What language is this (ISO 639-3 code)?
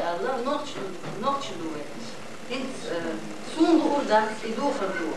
che